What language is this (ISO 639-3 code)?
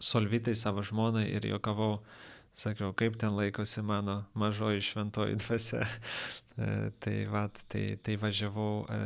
lit